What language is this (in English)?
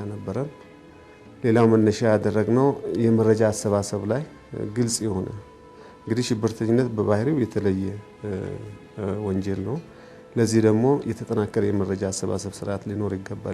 Amharic